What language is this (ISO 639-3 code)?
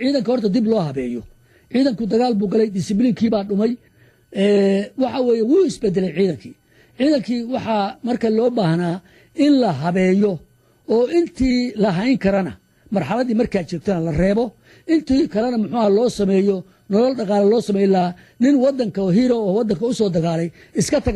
som